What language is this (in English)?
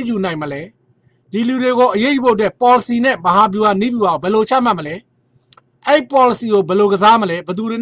Burmese